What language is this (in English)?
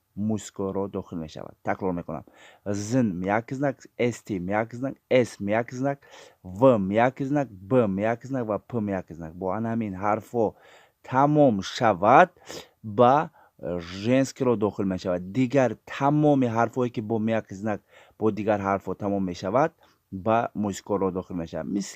Tajik